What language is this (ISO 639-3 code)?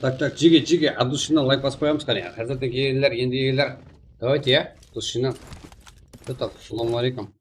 kaa